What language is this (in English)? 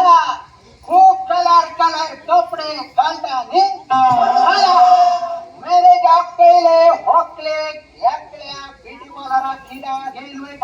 Konkani